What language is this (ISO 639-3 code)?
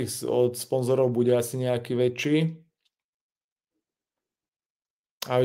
slk